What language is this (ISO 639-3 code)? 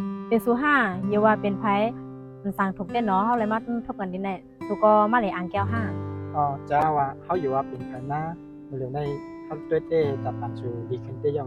shn